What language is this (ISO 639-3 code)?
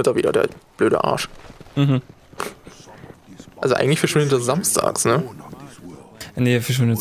deu